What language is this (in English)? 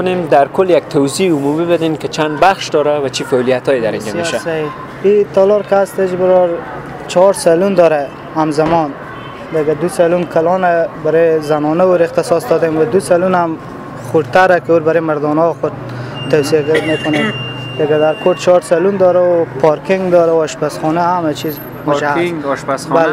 Persian